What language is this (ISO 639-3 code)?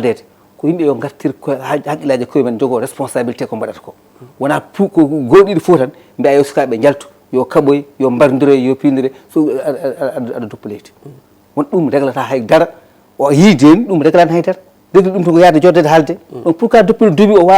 ful